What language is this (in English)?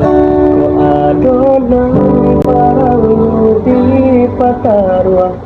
Minangkabau